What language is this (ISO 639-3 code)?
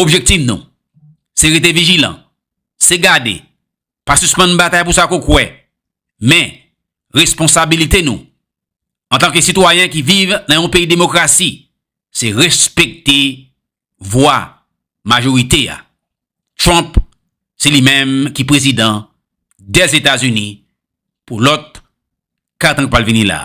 hat